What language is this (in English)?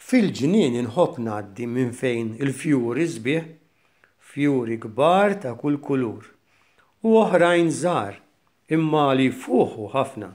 Maltese